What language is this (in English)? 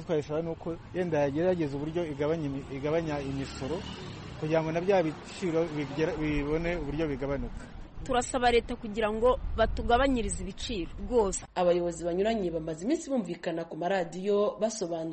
Kinyarwanda